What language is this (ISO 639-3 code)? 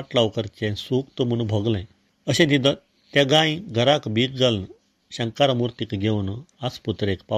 kok